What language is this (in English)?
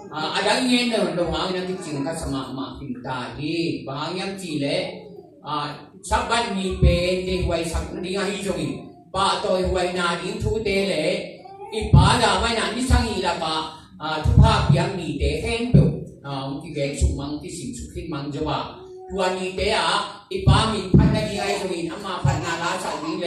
Tedim Chin